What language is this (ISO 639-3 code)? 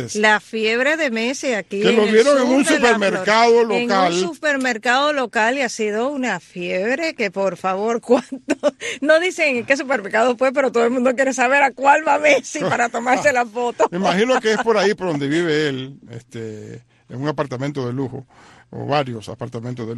spa